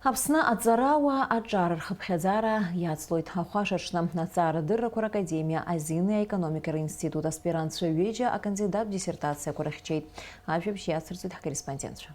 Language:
Abkhazian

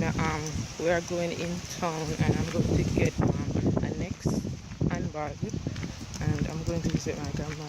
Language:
Jamaican Creole English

